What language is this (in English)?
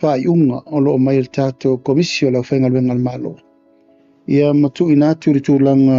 Samoan